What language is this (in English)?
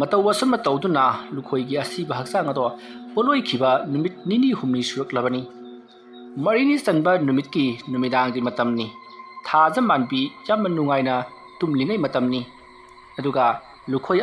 Manipuri